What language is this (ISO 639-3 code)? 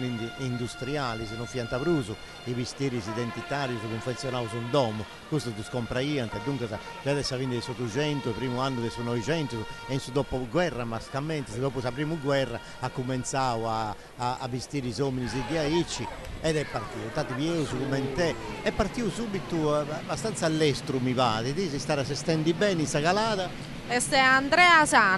srd